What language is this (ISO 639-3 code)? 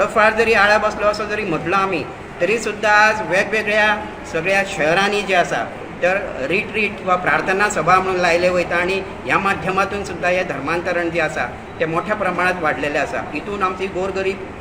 kok